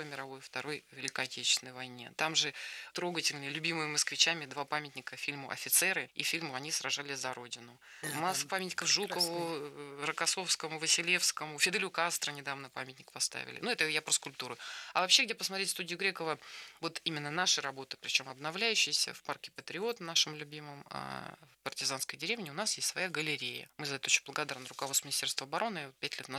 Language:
Russian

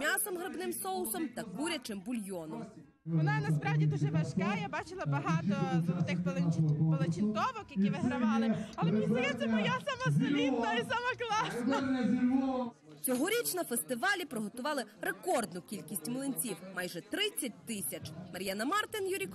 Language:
Ukrainian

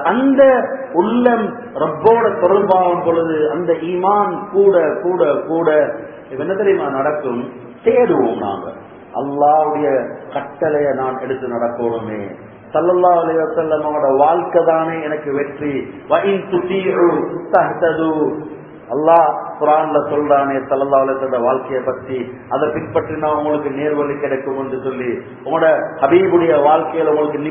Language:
Tamil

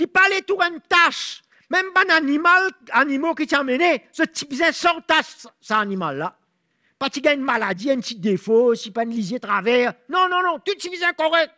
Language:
Morisyen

